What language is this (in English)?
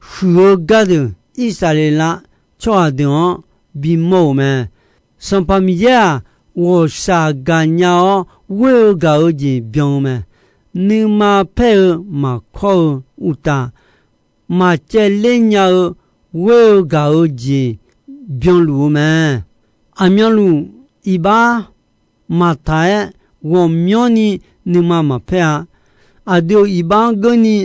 Akha